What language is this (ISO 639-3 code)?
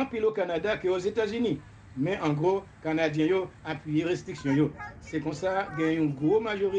hat